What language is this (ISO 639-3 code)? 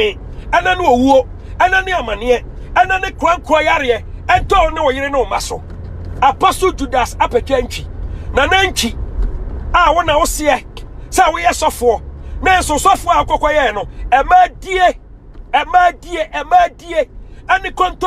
aka